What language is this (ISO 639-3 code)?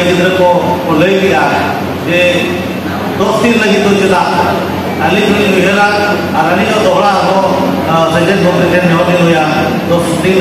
sat